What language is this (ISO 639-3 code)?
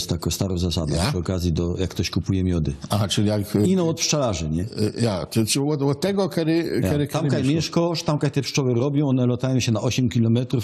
szl